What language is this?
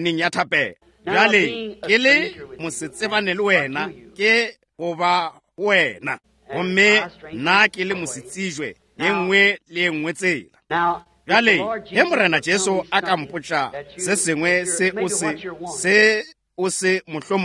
Northern Sotho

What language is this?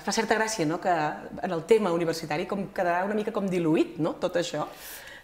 Catalan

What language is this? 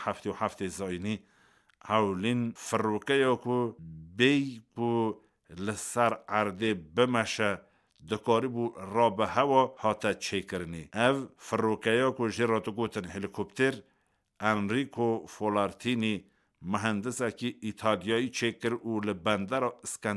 Kurdish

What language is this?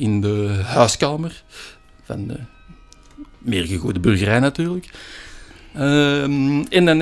Dutch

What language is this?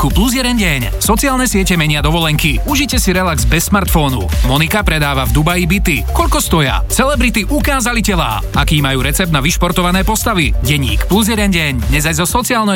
Slovak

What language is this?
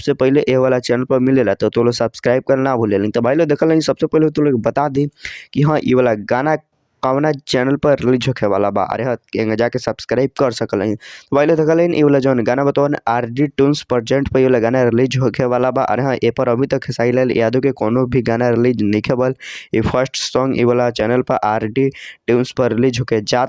Bhojpuri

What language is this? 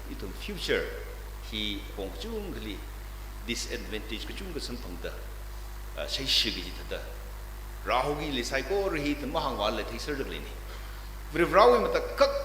Tangkhul Naga (India)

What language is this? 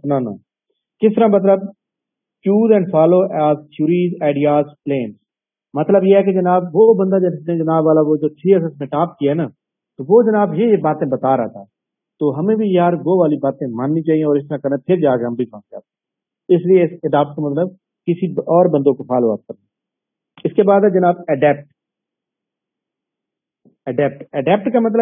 Urdu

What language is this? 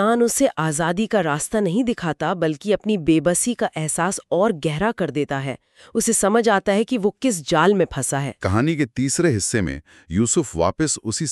Hindi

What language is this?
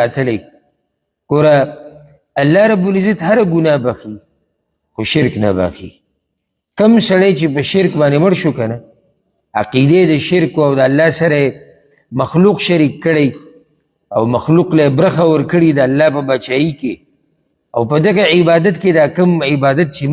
Pashto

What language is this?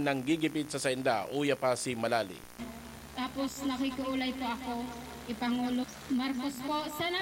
Bikol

